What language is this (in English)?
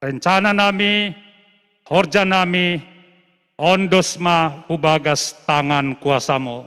Batak Simalungun